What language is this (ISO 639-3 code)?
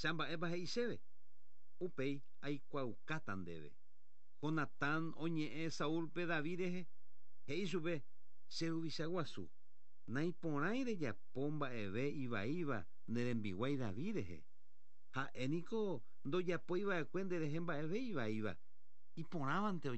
grn